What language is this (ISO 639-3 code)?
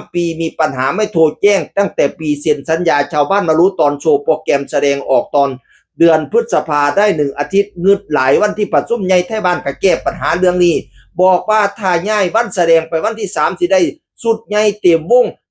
tts